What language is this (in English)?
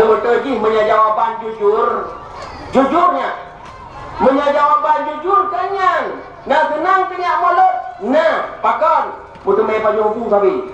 Achinese